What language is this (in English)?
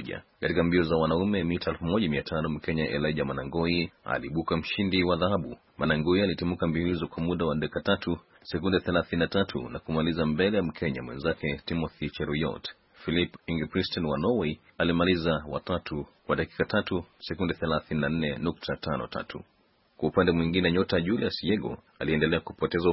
Swahili